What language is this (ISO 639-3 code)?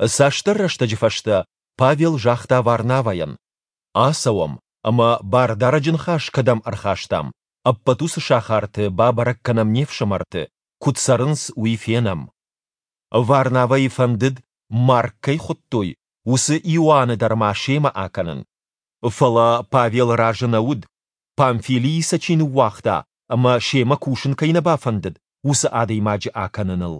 oss